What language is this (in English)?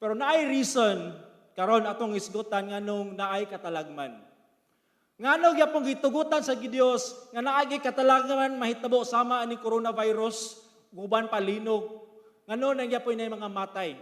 Cebuano